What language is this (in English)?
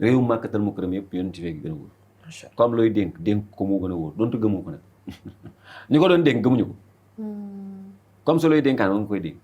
Wolof